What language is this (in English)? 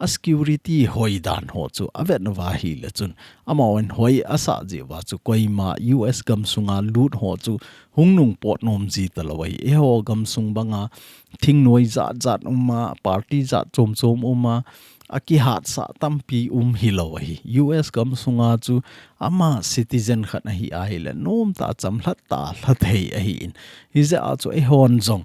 Thado Chin